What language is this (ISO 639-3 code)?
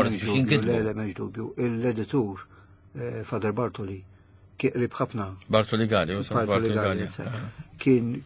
mlt